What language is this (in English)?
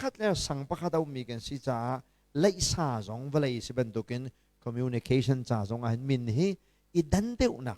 Hakha Chin